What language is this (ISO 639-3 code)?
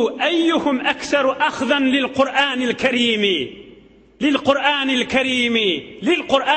tuk